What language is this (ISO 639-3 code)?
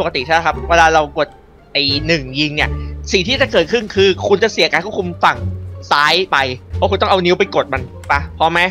tha